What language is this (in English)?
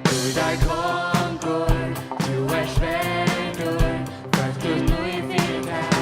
Faroese